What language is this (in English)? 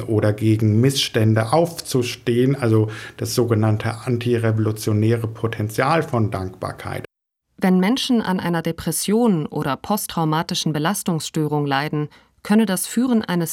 German